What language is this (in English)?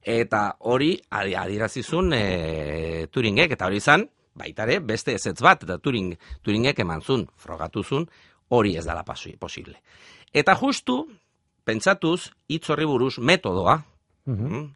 Basque